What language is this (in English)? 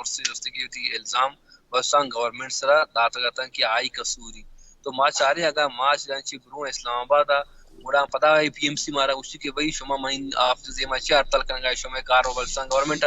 Baluchi